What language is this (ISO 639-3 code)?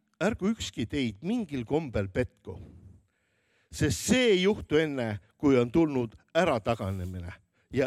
est